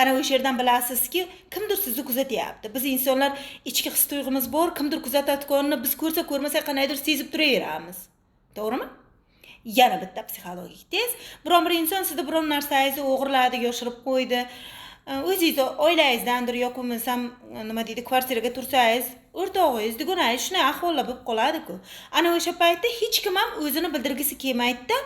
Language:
Uzbek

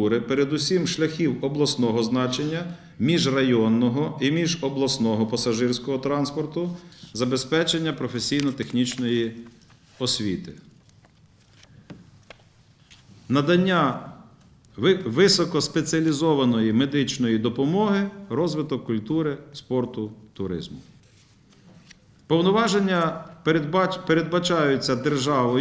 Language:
Ukrainian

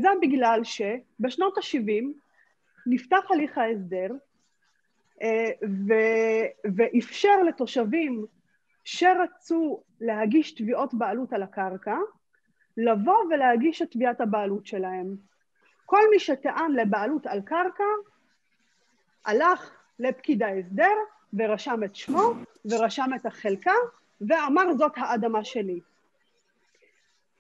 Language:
Hebrew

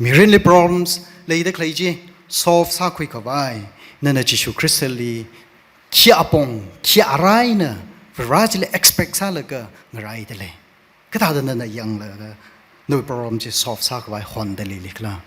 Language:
Tangkhul Naga (India)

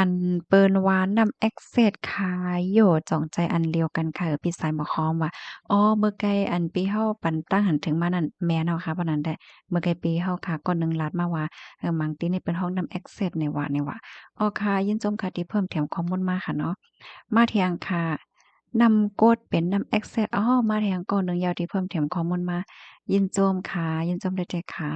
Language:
Shan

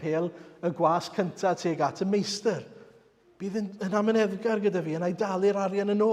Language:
Welsh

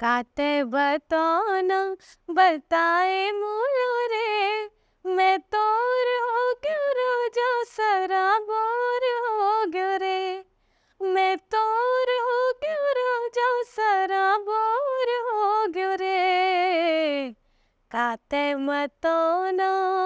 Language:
Chhattisgarhi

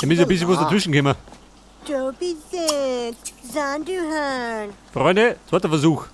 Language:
Bavarian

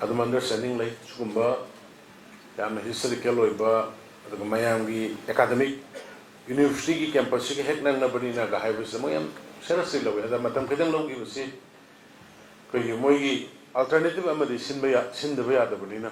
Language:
Manipuri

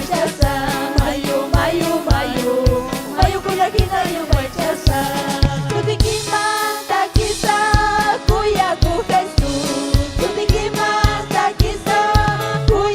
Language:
Ayacucho Quechua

